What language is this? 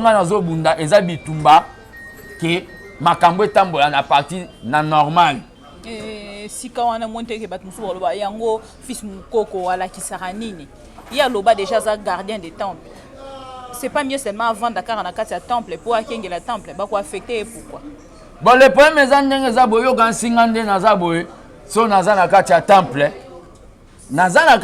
Lingala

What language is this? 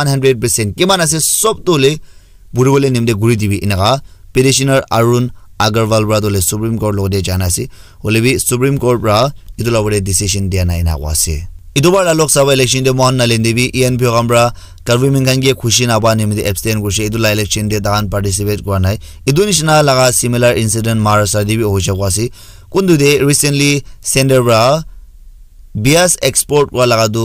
Naga Pidgin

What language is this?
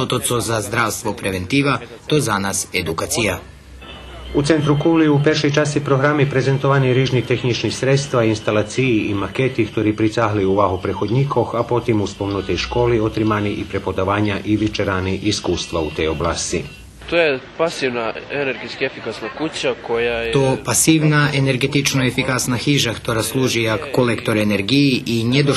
Rusyn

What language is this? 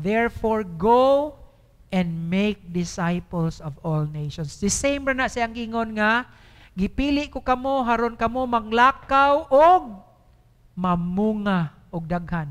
Cebuano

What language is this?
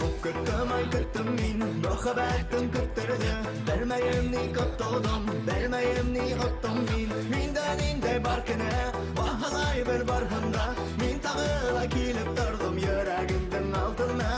Bashkir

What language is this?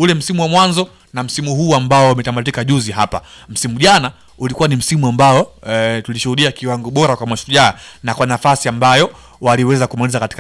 Swahili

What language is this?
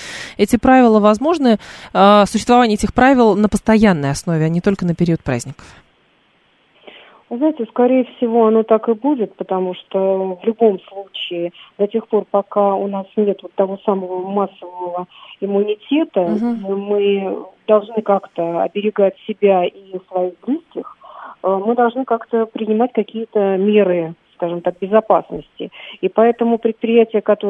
Russian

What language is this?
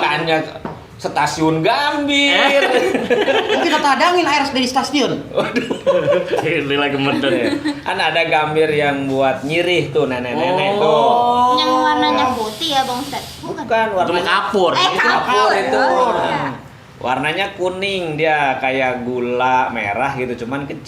Betawi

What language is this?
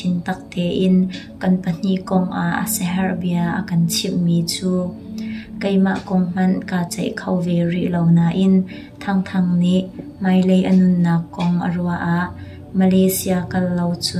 Hakha Chin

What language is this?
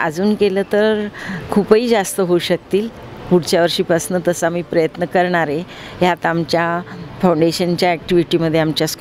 Marathi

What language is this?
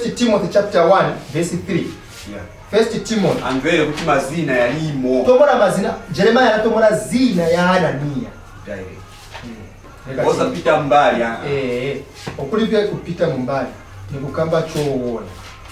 Nyanja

